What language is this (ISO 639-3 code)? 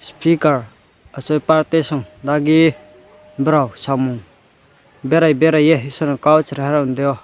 ria